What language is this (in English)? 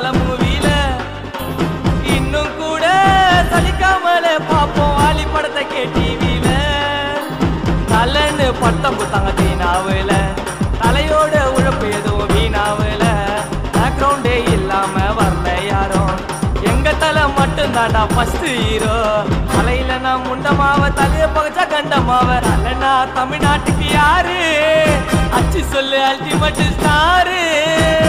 Tamil